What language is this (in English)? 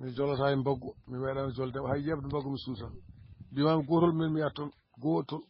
Fula